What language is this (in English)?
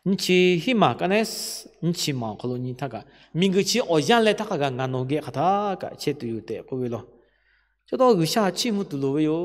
Lahu